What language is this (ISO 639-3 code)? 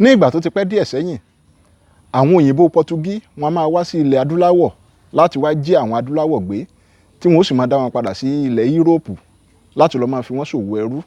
yor